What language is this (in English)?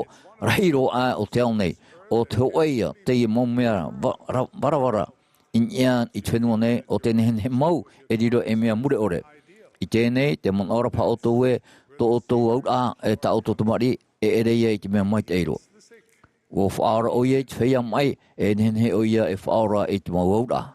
Tahitian